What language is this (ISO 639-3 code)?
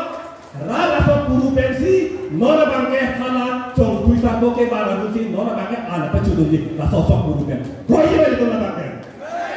mjw